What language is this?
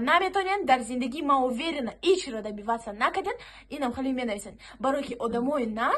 Tajik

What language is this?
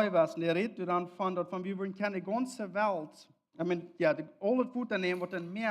Plautdietsch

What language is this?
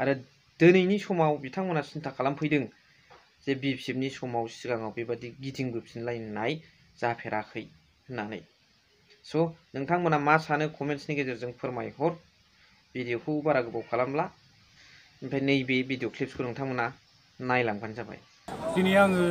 Bodo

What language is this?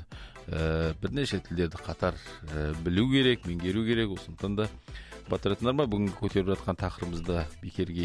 Kazakh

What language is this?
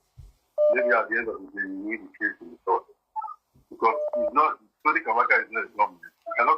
Nigerian Pidgin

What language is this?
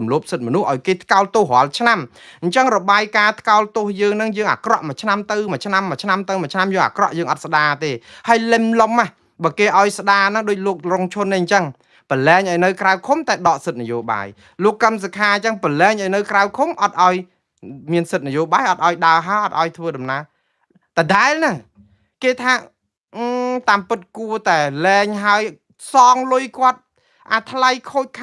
Khmer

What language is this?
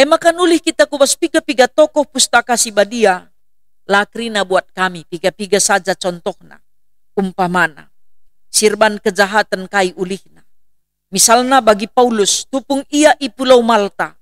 Batak Karo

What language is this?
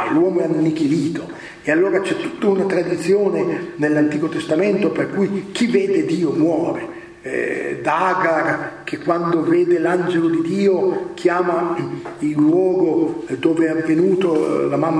Italian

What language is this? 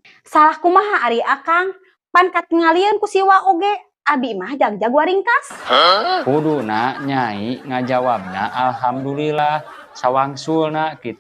Sundanese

